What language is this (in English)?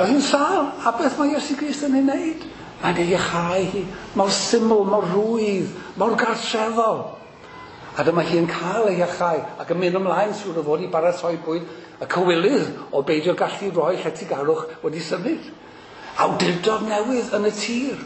Welsh